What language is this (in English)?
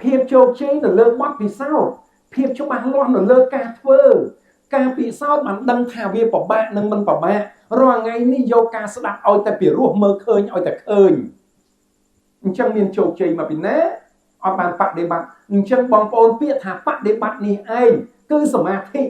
Khmer